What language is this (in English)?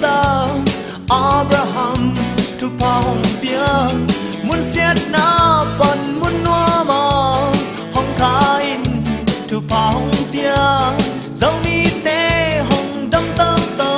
Tedim Chin